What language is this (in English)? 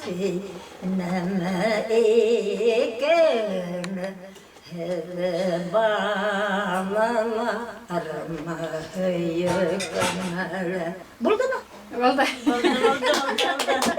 Bashkir